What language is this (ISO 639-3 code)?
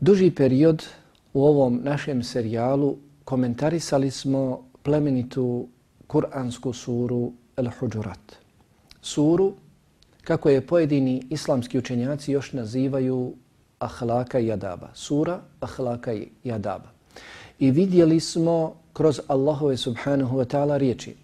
bos